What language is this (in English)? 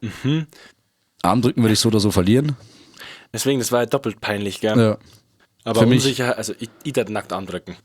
Bavarian